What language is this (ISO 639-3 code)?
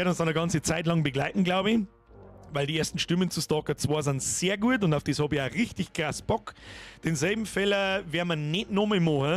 bar